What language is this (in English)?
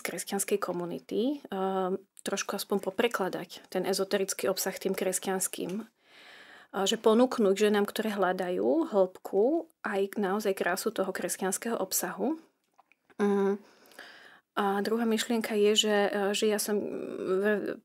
Slovak